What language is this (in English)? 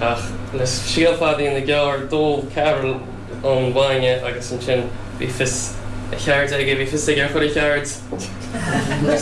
Irish